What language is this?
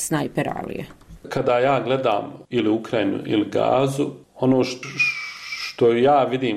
Bosnian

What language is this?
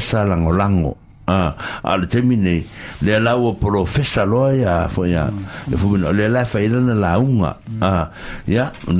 Samoan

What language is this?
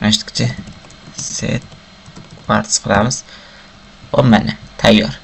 Uzbek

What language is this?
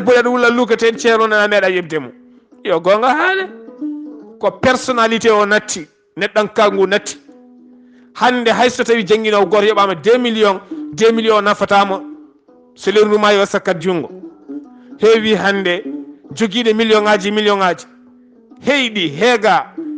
Fula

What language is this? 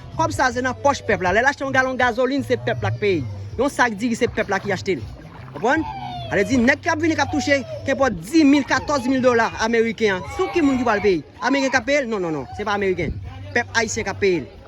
Haitian Creole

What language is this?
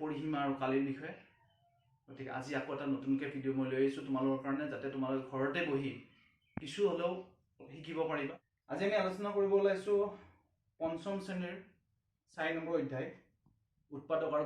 Assamese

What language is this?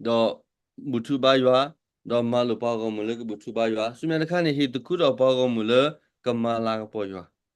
S'gaw Karen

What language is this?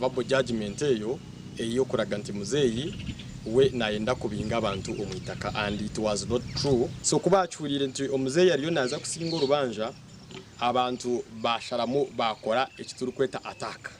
Nyankole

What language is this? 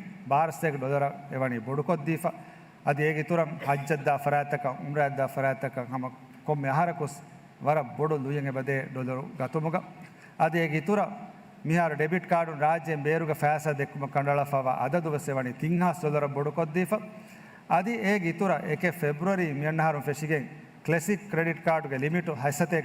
Divehi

